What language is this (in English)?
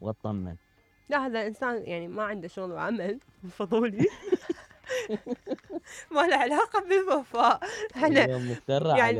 Mesopotamian Arabic